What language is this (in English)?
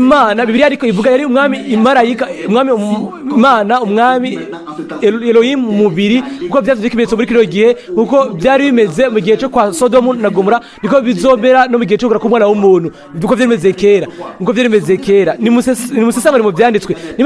Rundi